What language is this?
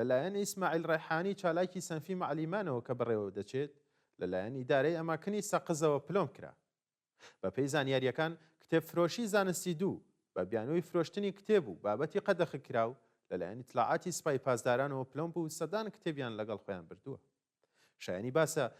Central Kurdish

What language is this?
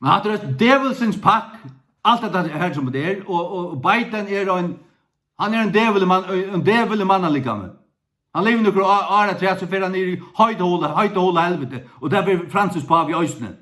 Faroese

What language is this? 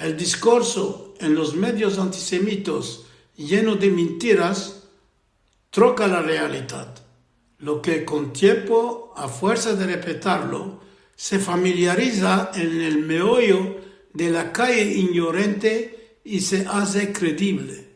Ladino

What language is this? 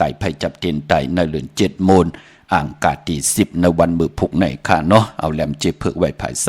Shan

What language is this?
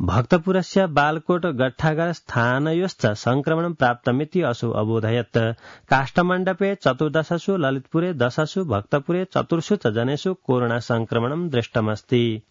Sanskrit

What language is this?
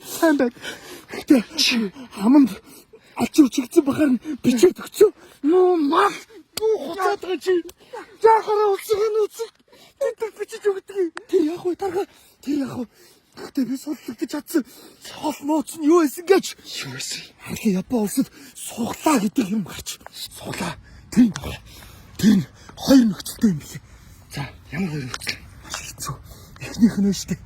Mongolian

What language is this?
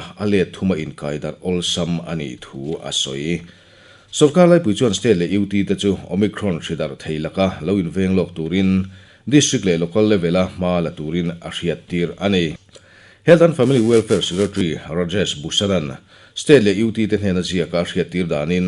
Mizo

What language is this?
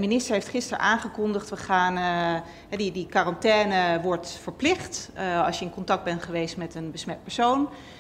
Dutch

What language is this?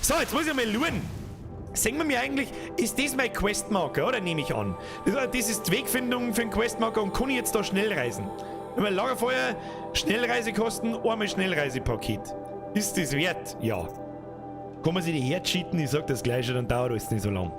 Bavarian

